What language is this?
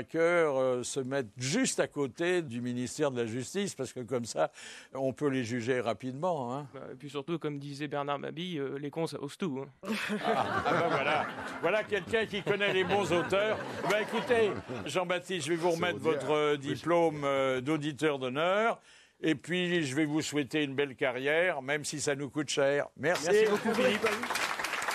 French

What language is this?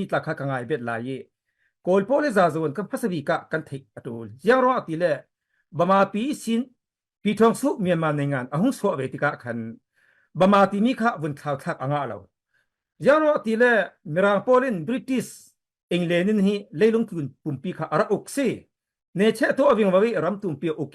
Falam Chin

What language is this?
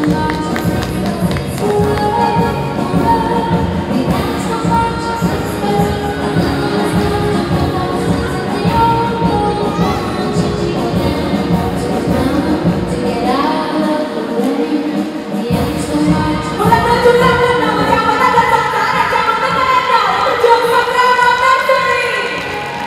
Vietnamese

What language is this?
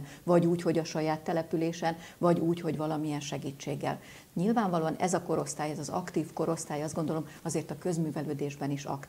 Hungarian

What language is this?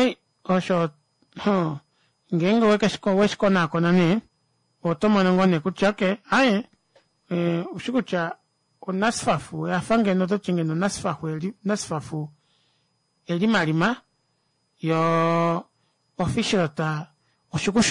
Kuanyama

